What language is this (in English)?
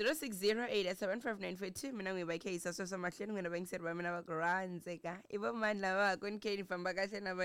Tsonga